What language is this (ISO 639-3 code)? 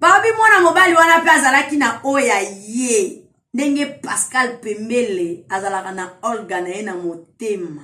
lin